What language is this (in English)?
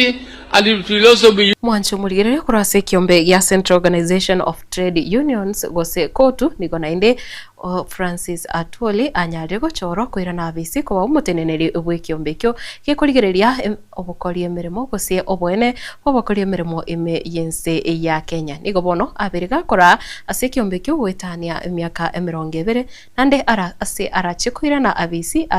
Gusii